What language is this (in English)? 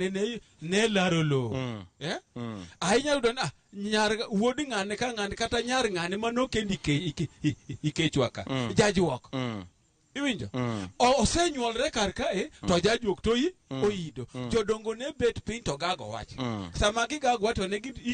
Luo (Kenya and Tanzania)